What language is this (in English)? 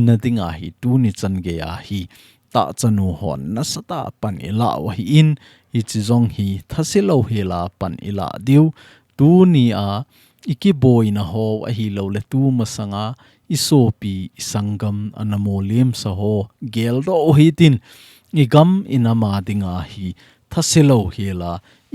Thado Chin